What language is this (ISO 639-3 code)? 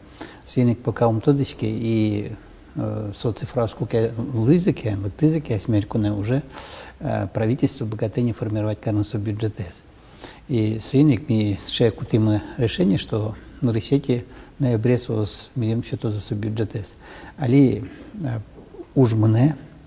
udm